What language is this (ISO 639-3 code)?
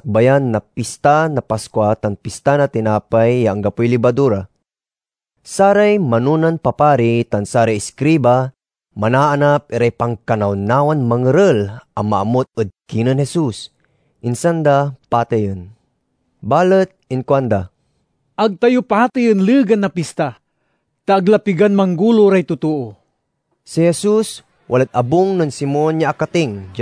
pag